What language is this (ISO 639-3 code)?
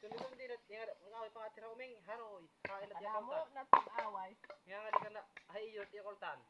war